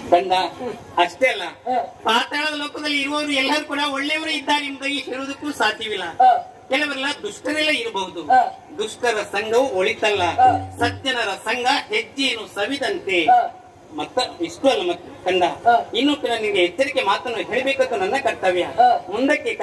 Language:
Kannada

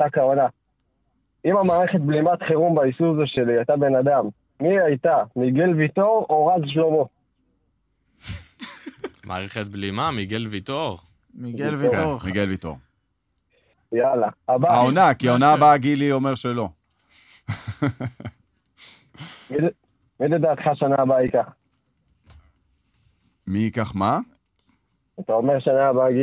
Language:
Hebrew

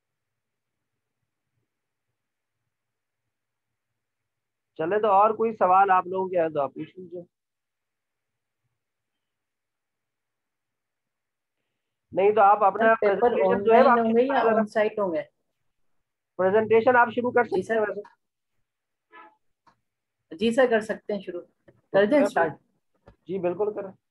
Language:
Hindi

